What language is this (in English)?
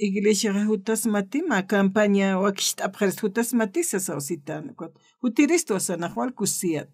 Aymara